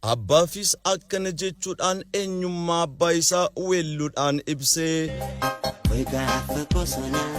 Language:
Oromo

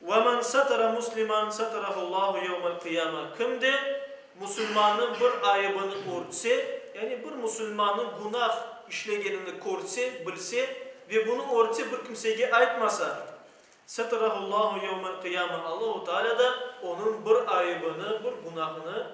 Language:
Crimean Tatar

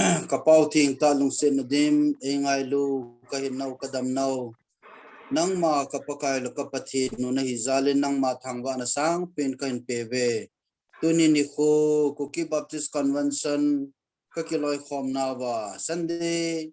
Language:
Thado Chin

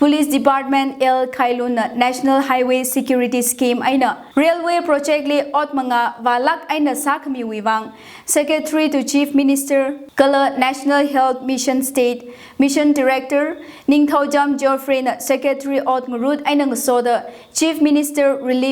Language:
Tangkhul Naga (India)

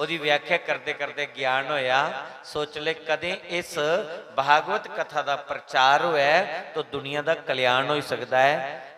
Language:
Dogri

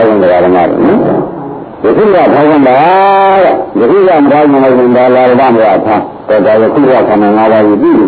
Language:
Burmese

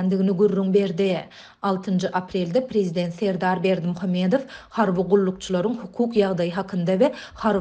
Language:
Turkmen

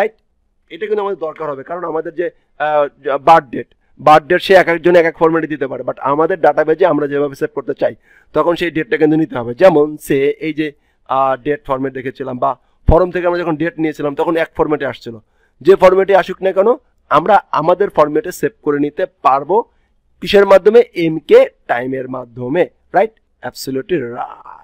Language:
Bangla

